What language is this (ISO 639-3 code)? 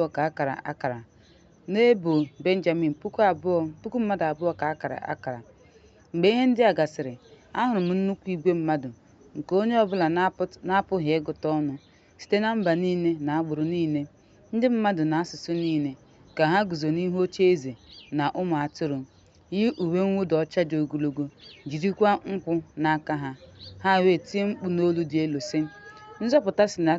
ibo